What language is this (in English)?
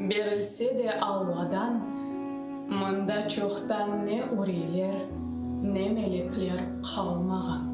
Crimean Tatar